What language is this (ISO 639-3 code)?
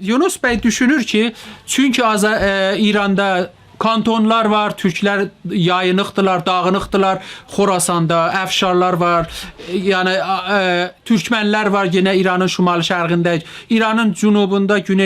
azb